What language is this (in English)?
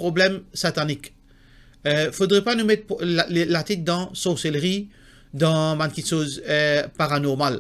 Morisyen